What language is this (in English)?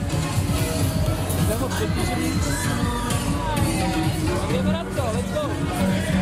Czech